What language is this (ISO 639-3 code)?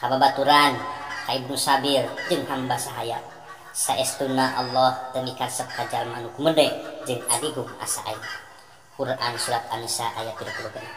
sun